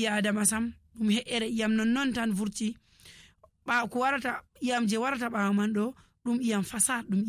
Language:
Nigerian Fulfulde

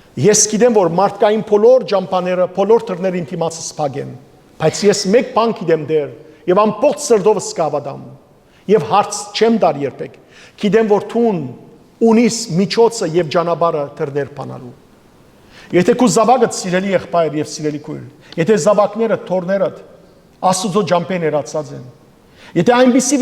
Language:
Western Armenian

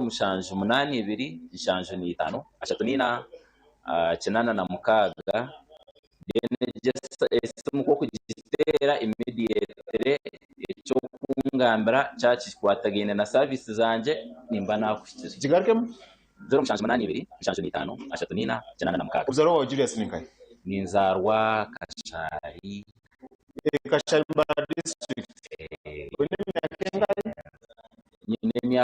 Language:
Nyankole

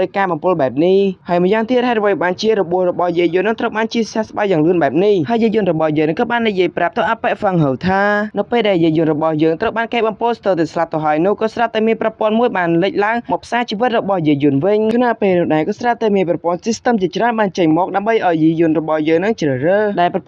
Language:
Khmer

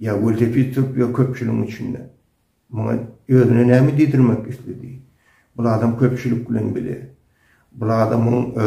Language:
Turkmen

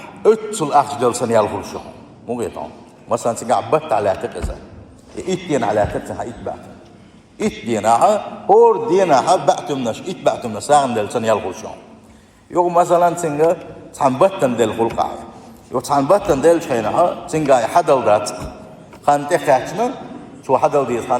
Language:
Chechen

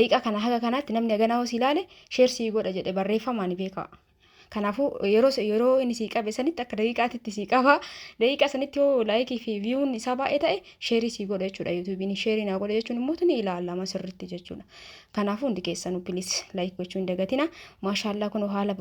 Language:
Oromo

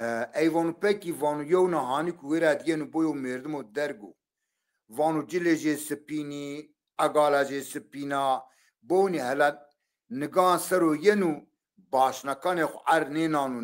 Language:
Zaza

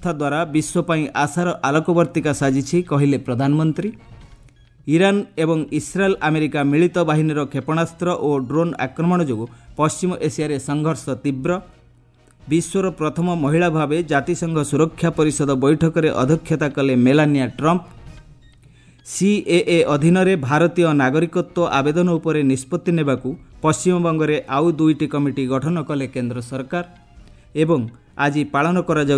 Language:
Odia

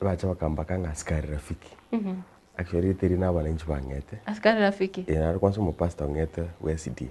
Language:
Gusii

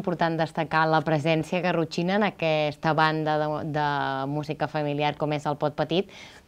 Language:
Catalan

